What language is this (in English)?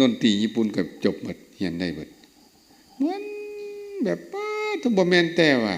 Lao